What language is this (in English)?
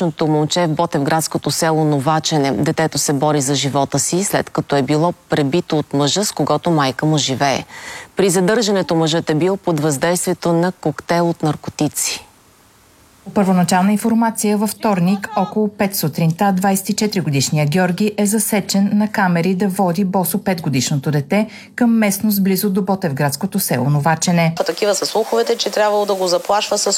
Bulgarian